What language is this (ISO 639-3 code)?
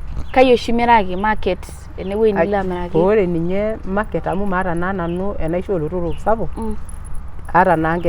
mas